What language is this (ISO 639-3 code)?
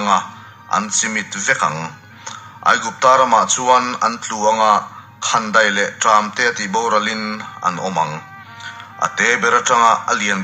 lus